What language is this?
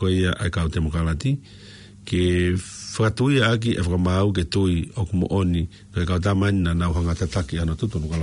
Tongan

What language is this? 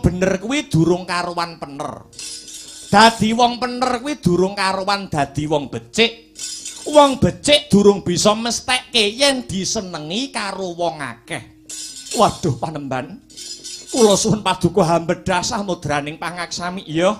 Javanese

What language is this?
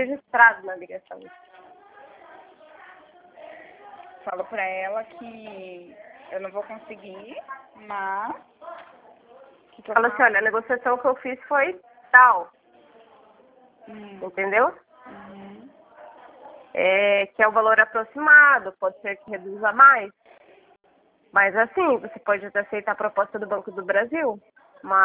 Portuguese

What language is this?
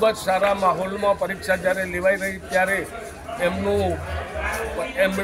Gujarati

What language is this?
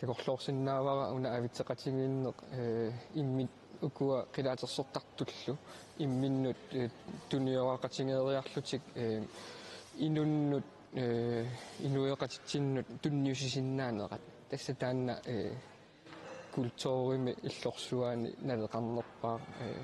Kalaallisut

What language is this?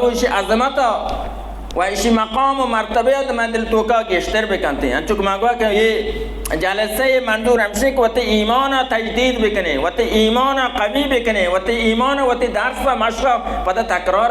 Baluchi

